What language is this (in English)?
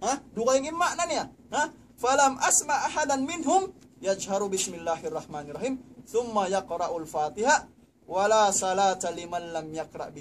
Tausug